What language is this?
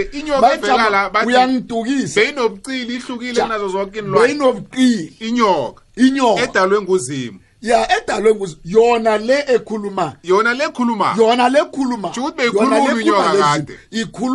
South Ndebele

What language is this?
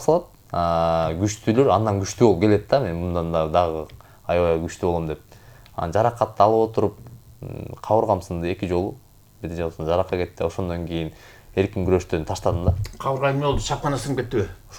Kyrgyz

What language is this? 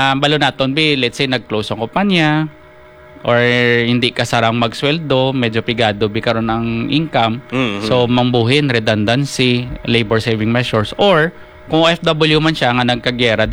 Hiligaynon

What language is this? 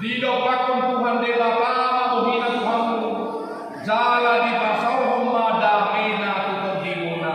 Batak Toba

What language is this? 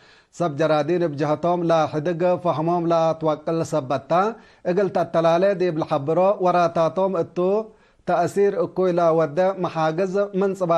Tigre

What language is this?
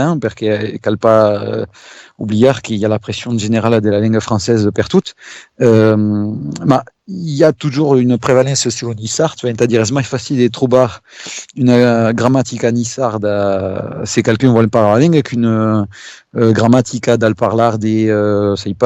Occitan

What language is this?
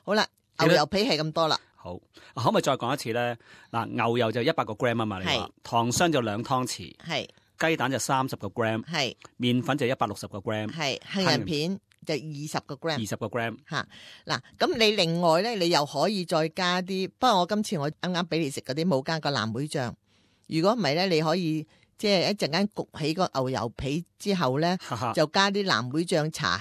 Cantonese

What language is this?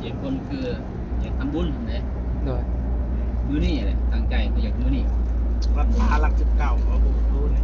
Northeastern Thai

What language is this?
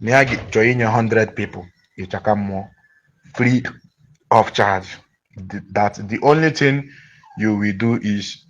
Igbo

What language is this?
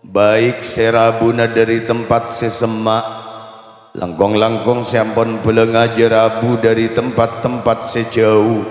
Madurese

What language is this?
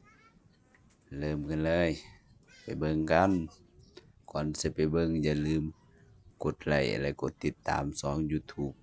Lao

